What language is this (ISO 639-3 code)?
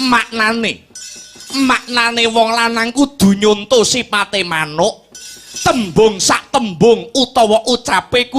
jav